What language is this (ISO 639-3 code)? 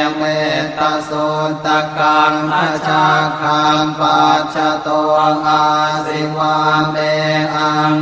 pli